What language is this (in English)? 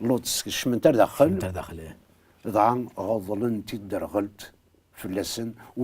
Kabyle